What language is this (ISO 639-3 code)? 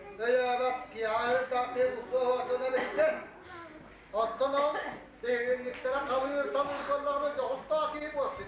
sah